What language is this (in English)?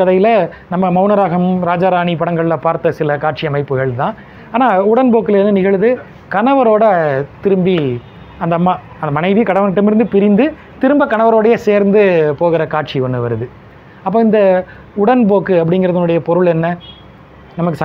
Tamil